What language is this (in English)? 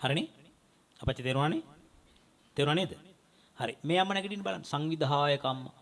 Sinhala